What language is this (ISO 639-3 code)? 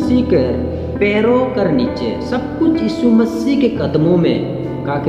sck